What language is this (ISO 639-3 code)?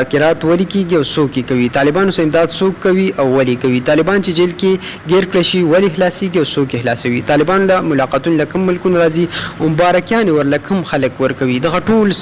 pus